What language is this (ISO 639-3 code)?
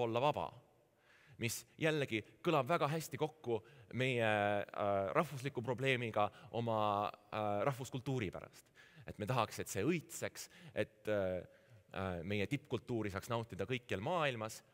est